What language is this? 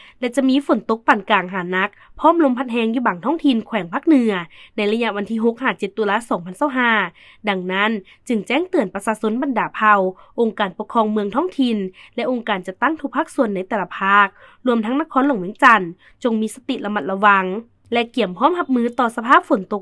Lao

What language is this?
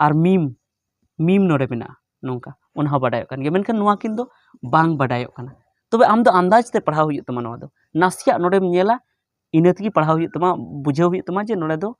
Santali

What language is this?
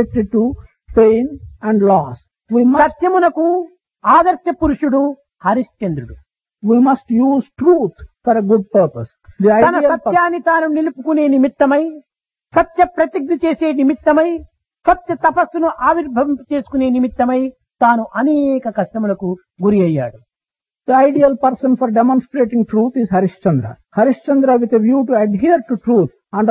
Telugu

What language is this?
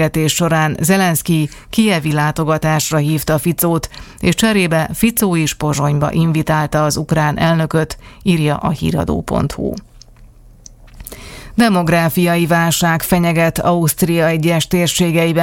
Hungarian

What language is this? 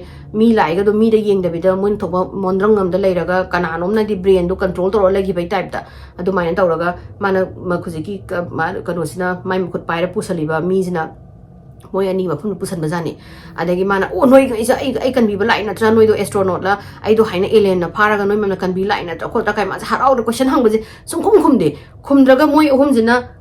Manipuri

